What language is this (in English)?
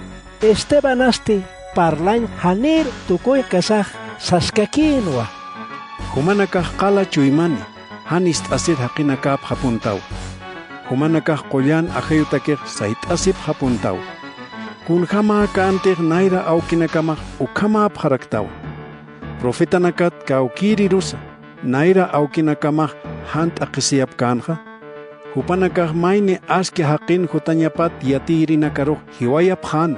Aymara